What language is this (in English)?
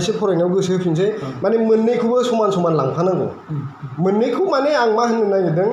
Bodo